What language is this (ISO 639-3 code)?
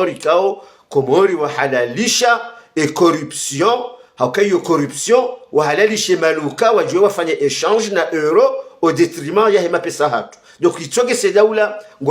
zdj